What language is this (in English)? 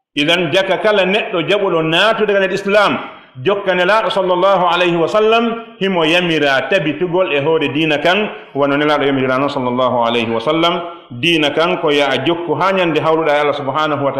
Fula